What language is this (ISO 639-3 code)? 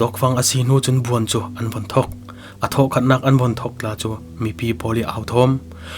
cfm